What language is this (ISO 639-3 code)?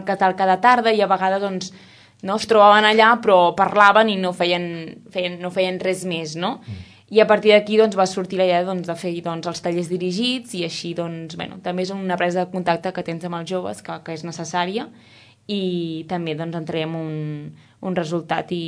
cat